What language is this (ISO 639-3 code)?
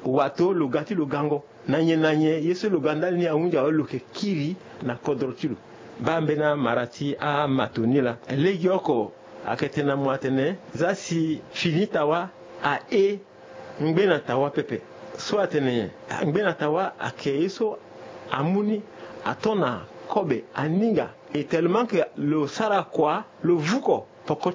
sag